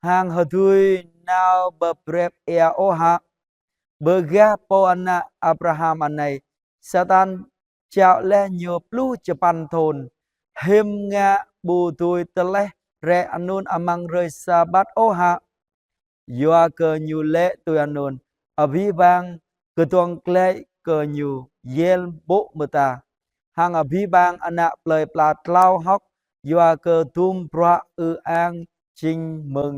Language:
Jarai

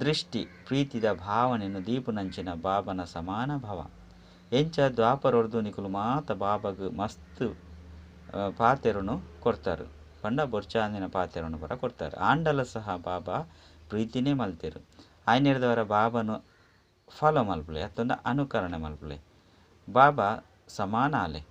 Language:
Tulu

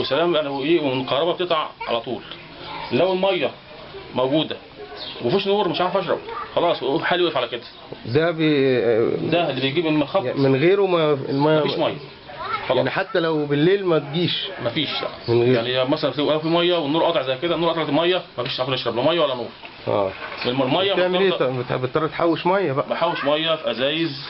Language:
Egyptian Arabic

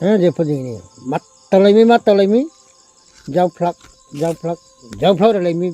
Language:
Riang (India)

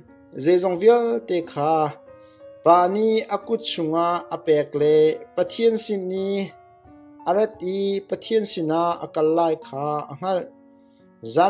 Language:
Hakha Chin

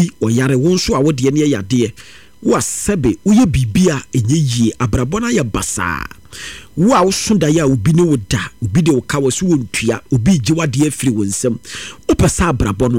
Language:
Akan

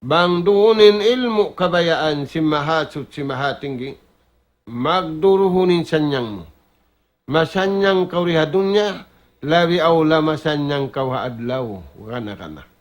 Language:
Tausug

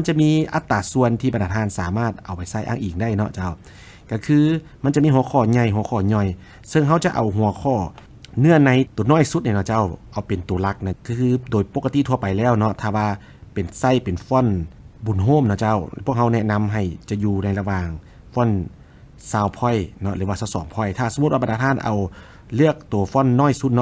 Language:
Lao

